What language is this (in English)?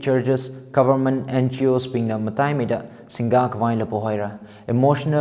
Tangkhul Naga (India)